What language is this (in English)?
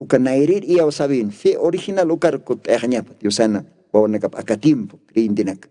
Aymara